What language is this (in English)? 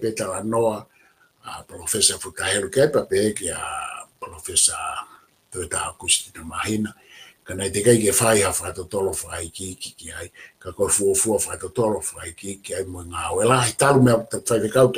Tongan